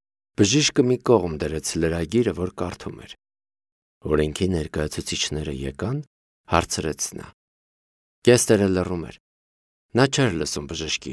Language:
Armenian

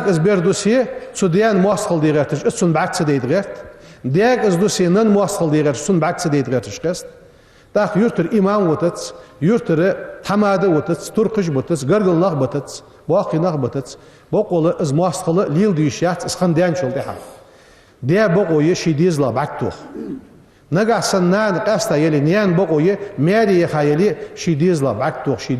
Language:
Ingush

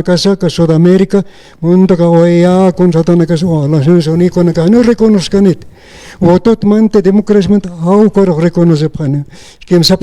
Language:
Aymara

